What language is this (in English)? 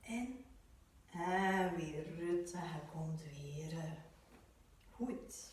West Flemish